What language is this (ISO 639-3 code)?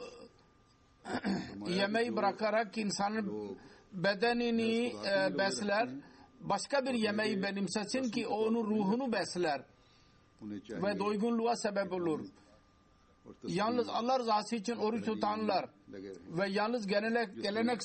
tur